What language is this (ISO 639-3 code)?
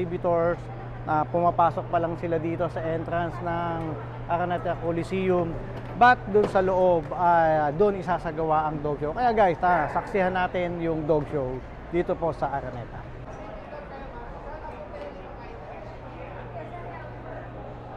fil